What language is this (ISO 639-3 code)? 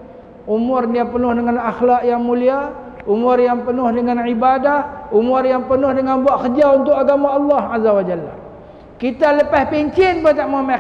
msa